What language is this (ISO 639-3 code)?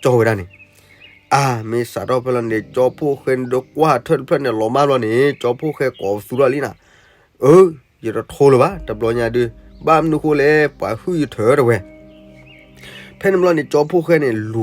ksw